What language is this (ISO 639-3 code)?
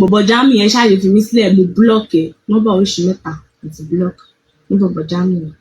yor